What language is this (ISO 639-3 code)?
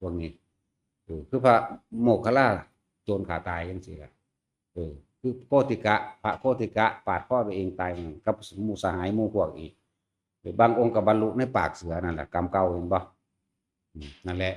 tts